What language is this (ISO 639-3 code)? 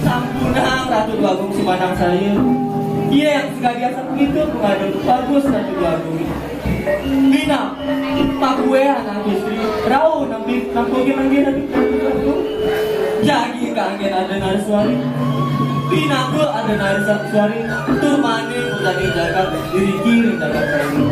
ban